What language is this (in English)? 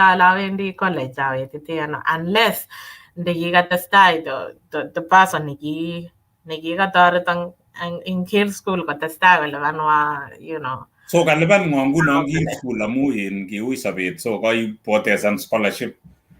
Kalenjin